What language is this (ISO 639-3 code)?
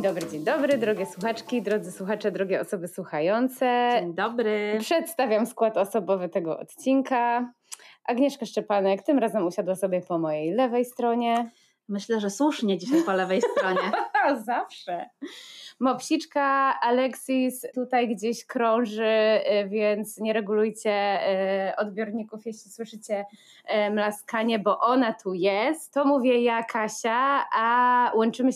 pol